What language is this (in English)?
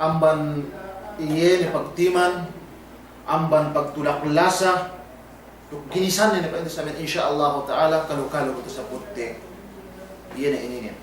Yakan